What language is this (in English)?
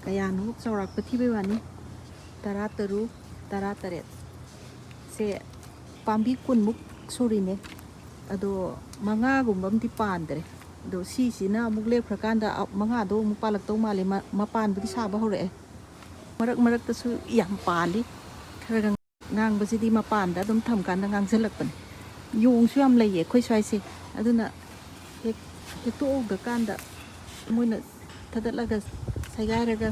Manipuri